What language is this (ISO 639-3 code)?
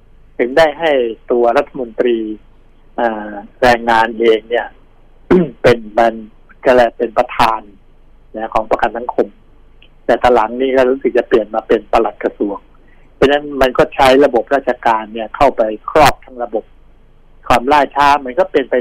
tha